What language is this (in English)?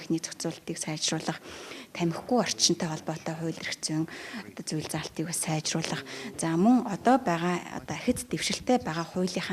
Mongolian